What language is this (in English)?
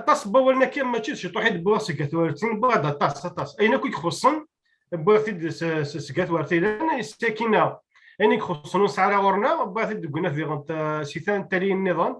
Kabyle